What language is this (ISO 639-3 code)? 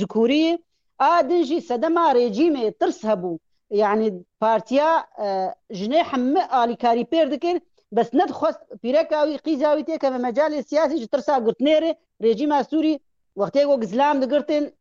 kur